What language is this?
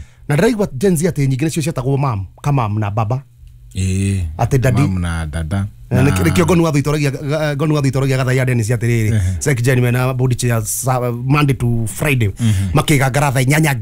Kikuyu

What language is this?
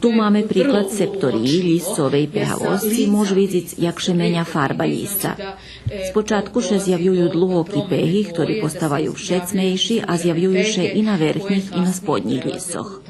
Rusyn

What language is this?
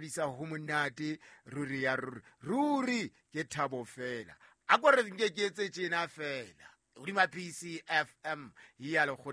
Southern Sotho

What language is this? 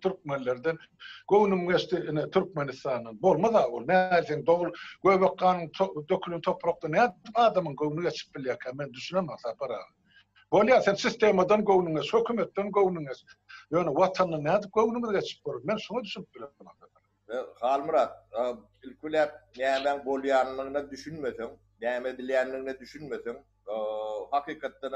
Turkmen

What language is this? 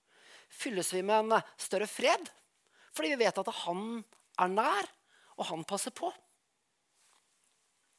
Norwegian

